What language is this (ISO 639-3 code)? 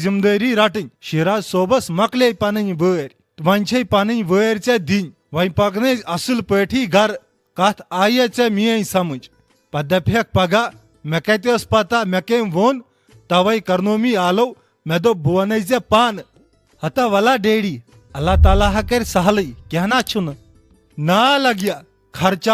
kas